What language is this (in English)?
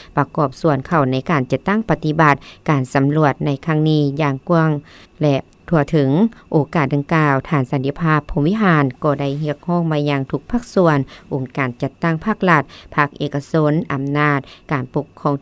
Lao